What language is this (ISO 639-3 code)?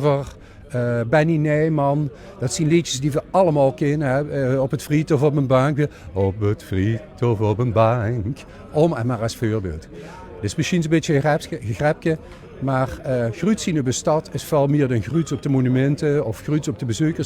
lim